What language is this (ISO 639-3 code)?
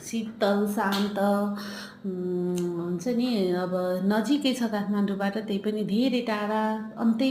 nep